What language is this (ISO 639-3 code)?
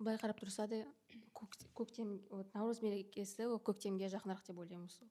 kaz